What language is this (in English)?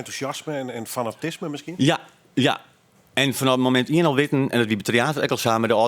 Western Frisian